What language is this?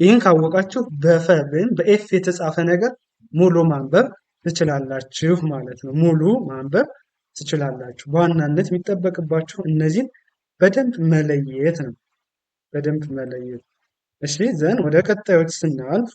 Amharic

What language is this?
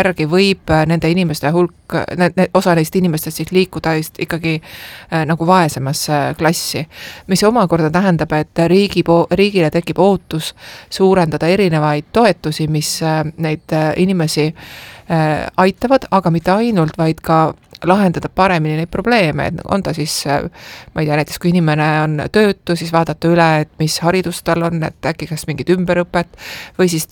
Estonian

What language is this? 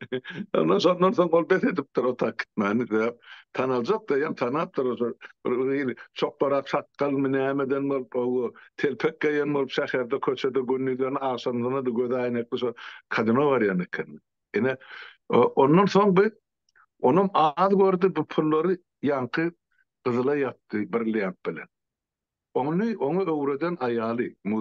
Turkmen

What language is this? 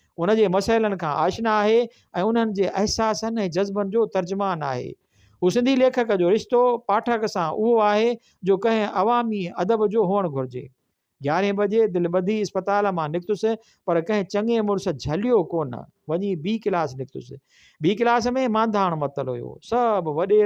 Sindhi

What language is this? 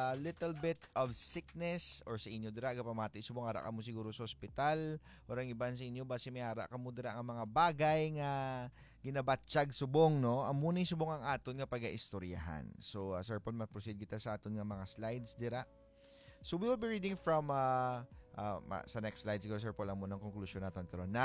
Hiligaynon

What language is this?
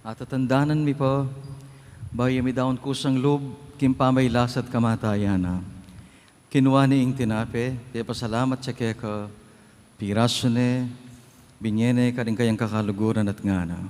Pampanga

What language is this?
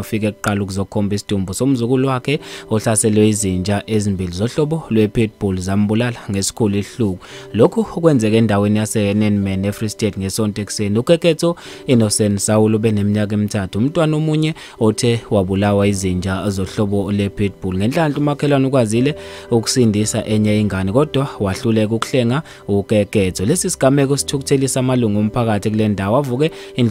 Zulu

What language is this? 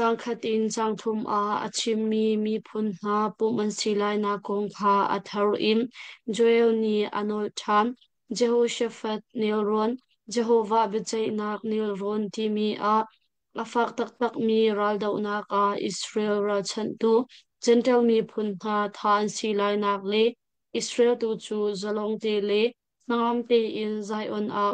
Hakha Chin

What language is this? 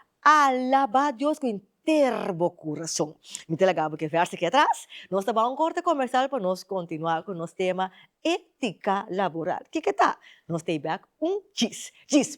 Papiamento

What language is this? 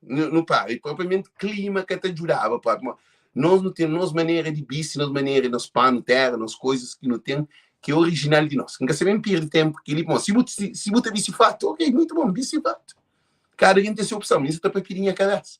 Kabuverdianu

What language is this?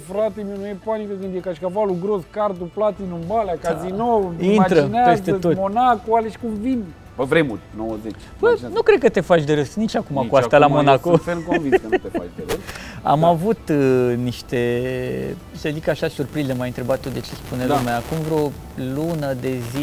Romanian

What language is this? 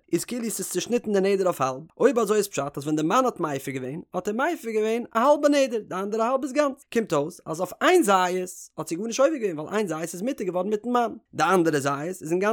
Yiddish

